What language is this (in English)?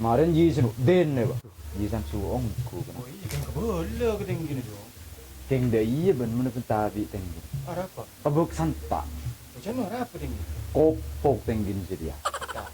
Madurese